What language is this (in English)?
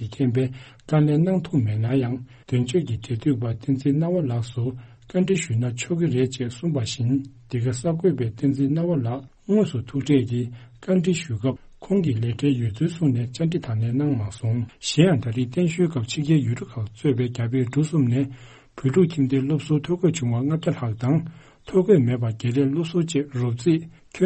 Tibetan